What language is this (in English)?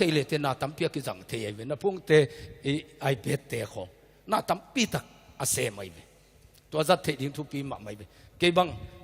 Tedim Chin